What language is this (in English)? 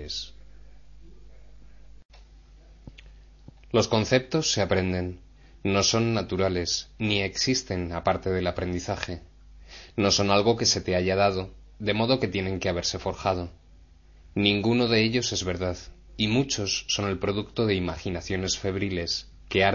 Spanish